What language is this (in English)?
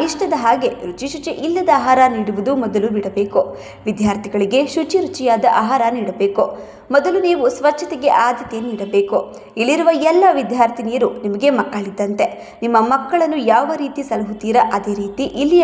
Kannada